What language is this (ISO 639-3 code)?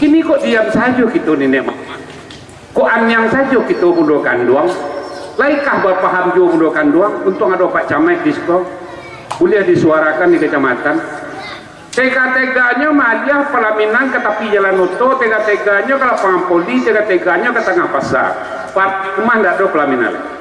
min